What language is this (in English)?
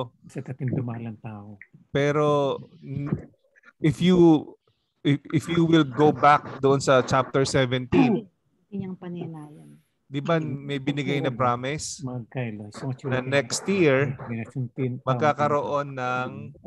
Filipino